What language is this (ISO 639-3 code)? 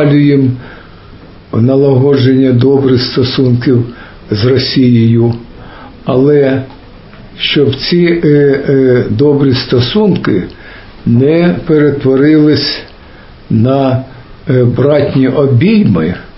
ukr